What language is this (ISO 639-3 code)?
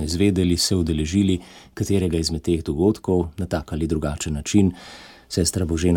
slv